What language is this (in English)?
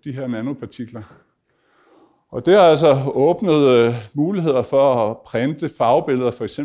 Danish